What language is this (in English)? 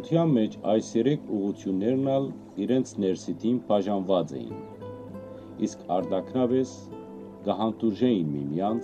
Western Armenian